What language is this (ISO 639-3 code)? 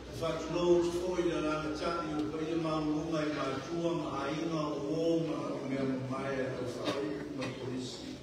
smo